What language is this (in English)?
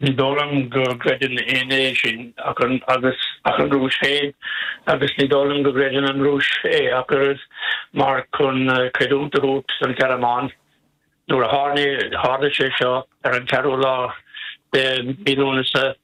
Irish